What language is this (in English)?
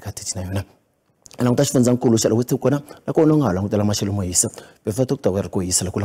Tsonga